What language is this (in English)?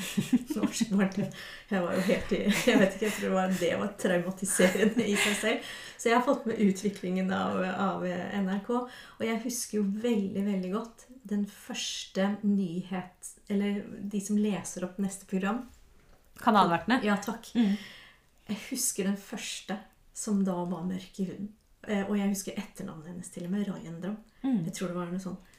Norwegian